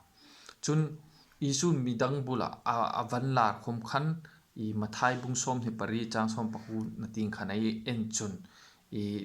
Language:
Hmar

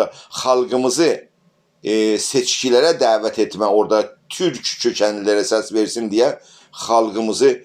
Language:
South Azerbaijani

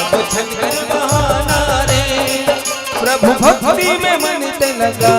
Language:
Chhattisgarhi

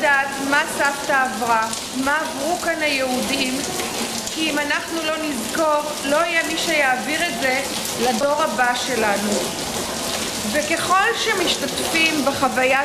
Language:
Hebrew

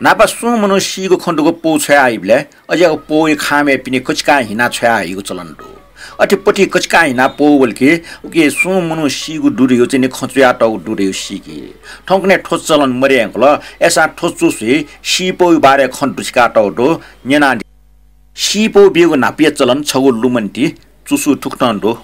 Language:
Newari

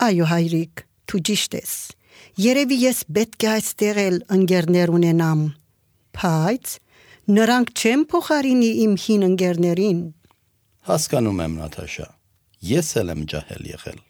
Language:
Armenian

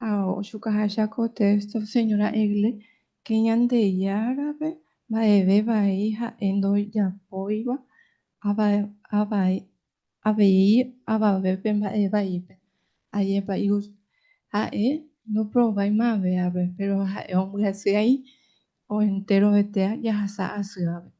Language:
Guarani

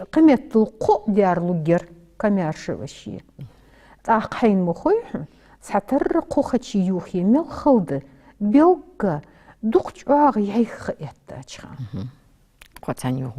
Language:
Ingush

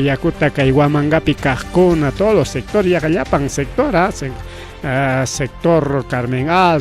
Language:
Ayacucho Quechua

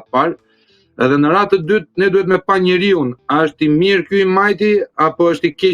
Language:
Albanian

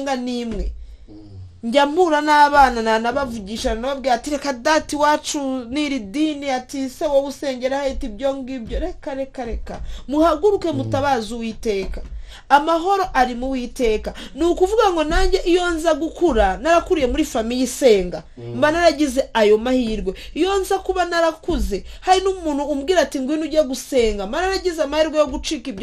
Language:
Kinyarwanda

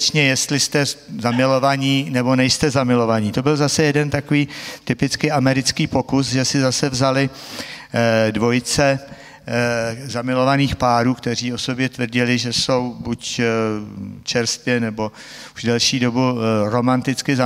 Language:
Czech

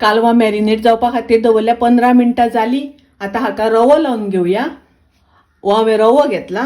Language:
Konkani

